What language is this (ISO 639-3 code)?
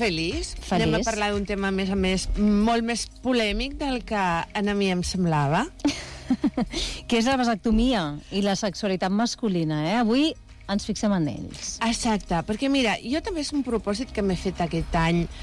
cat